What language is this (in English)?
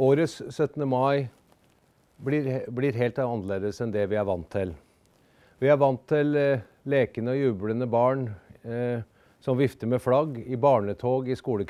Norwegian